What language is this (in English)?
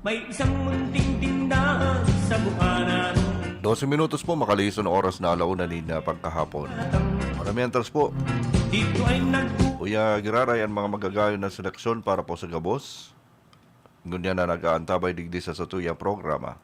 Bikol